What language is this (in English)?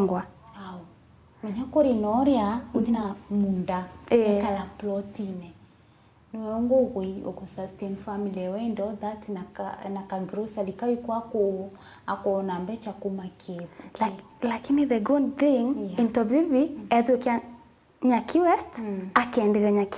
Meru